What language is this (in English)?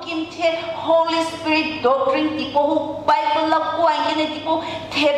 Sumi Naga